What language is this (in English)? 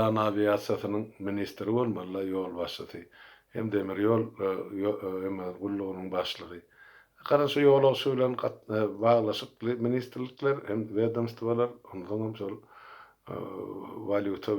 Turkmen